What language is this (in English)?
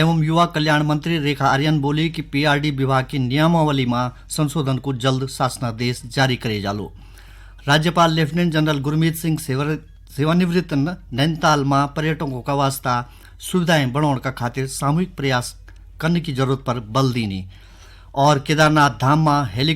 Garhwali